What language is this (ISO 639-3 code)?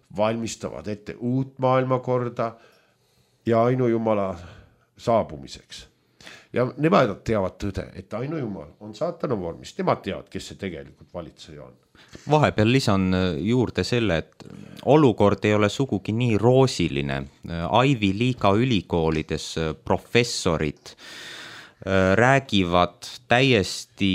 est